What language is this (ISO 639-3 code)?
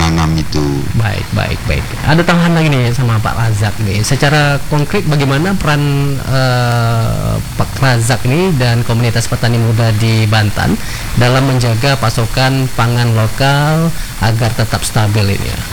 ind